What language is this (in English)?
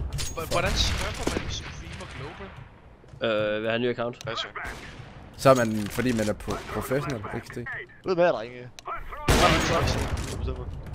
Danish